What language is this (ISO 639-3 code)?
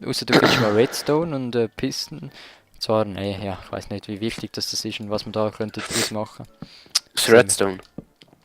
gsw